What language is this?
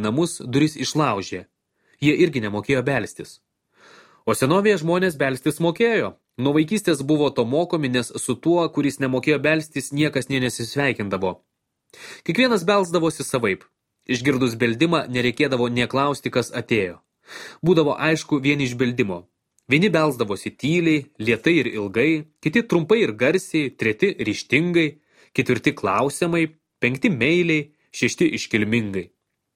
Lithuanian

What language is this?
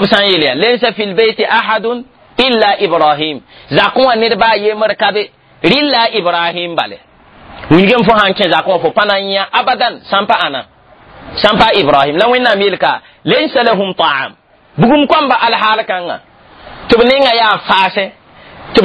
Mossi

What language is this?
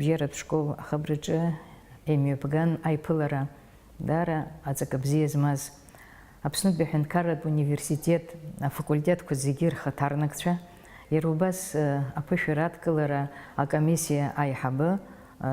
Abkhazian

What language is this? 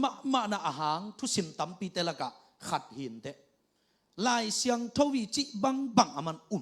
Tedim Chin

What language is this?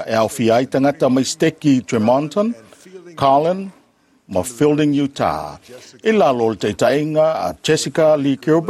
Samoan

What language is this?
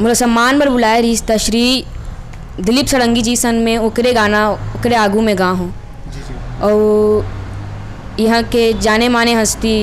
Chhattisgarhi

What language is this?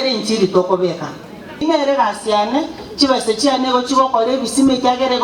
Gusii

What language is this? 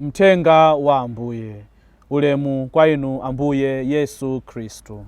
Nyanja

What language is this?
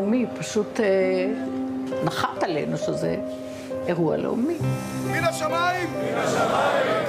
Hebrew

